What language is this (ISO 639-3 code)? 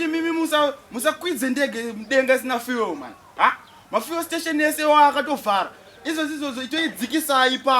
sna